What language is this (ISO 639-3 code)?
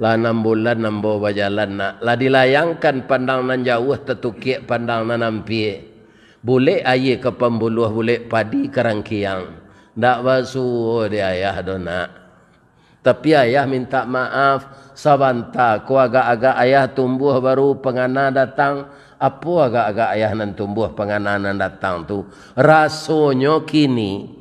min